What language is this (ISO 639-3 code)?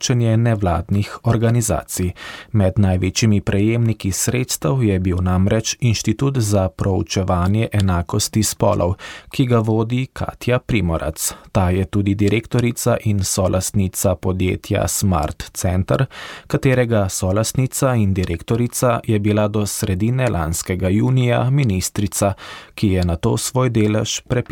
slv